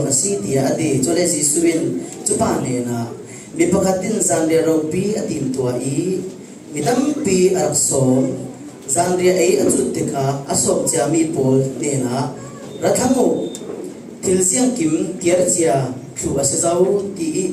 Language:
Falam Chin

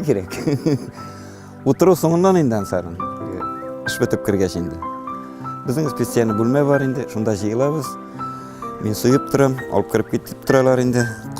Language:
Tatar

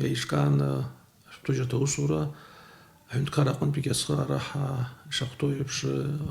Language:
Abkhazian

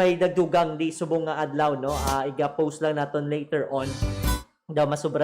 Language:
Hiligaynon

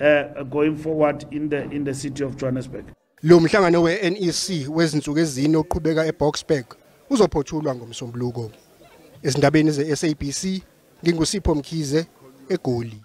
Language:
Zulu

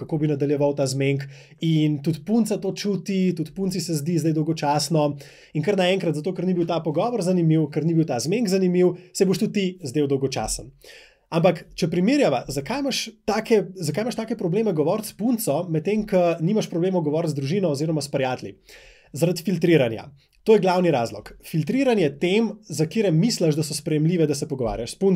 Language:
Slovenian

